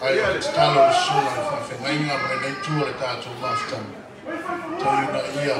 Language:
Samoan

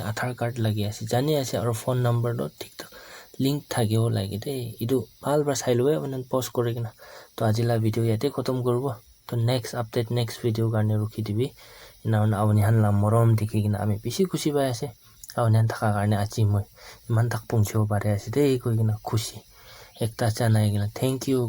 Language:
Naga Pidgin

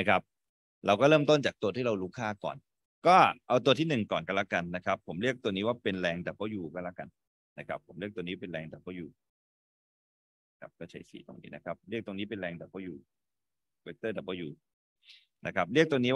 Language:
Thai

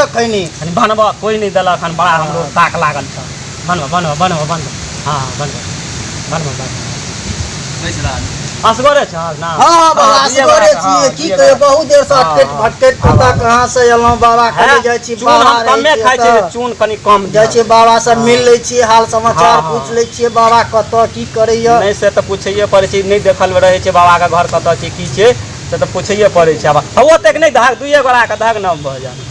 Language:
Maithili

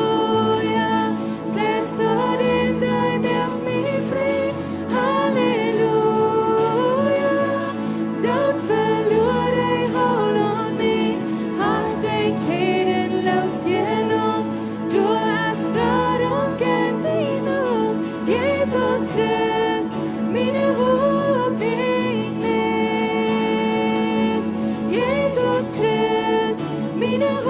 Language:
Plautdietsch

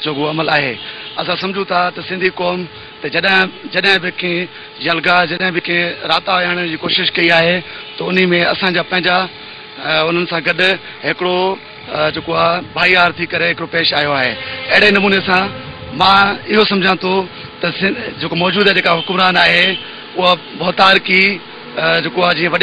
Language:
Sindhi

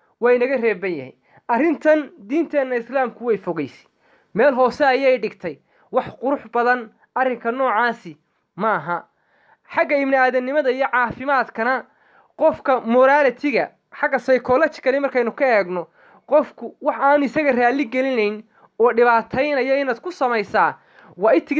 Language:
Somali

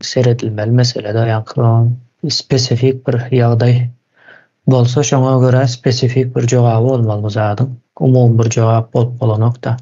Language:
Turkmen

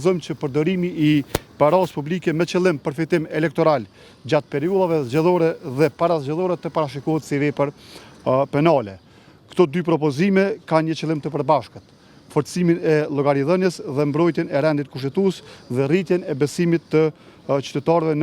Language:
Albanian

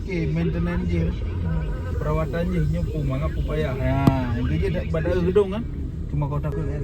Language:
Achinese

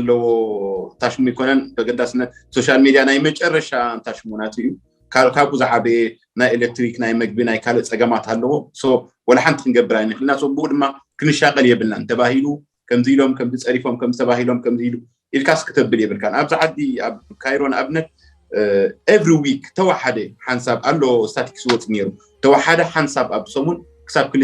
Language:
Tigrinya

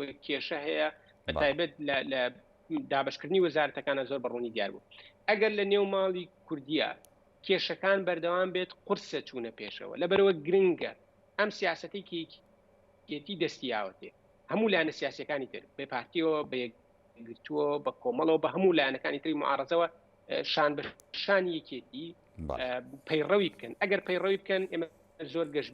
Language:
Central Kurdish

